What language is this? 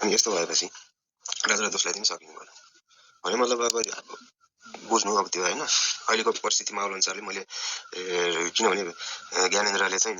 Nepali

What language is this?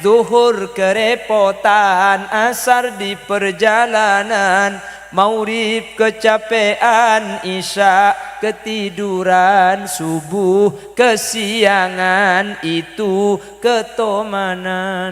Madurese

